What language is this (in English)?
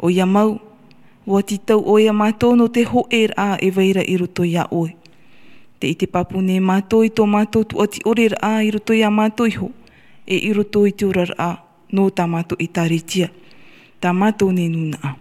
Tahitian